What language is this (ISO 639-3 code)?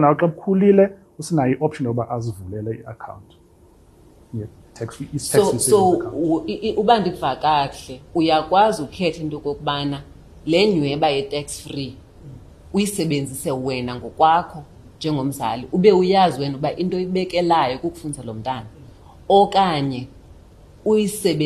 xho